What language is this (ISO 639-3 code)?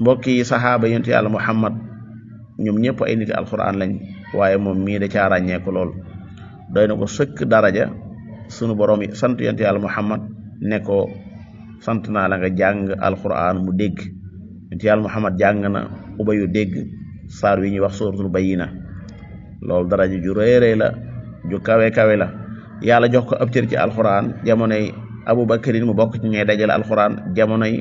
wol